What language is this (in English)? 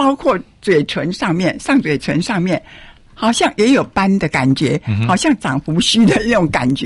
Chinese